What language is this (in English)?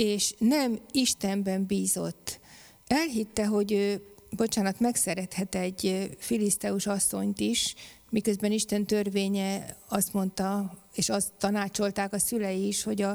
Hungarian